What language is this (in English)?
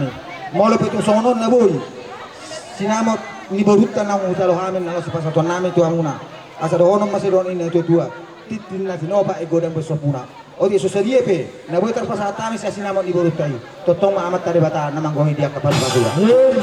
Batak Toba